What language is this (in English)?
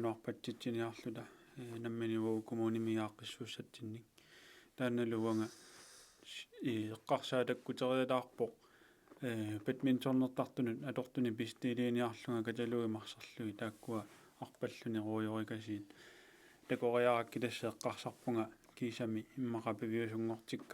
Kalaallisut